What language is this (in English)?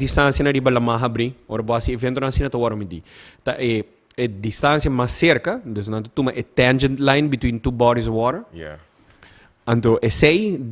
Papiamento